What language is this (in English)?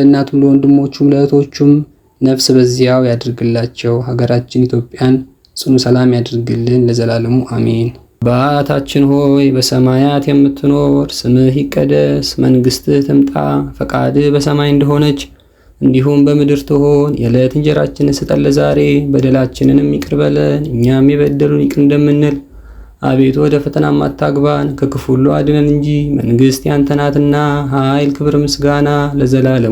Amharic